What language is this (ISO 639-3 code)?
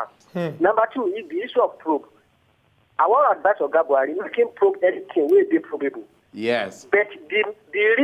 pcm